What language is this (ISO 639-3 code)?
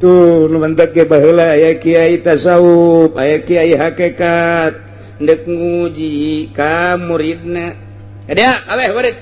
sun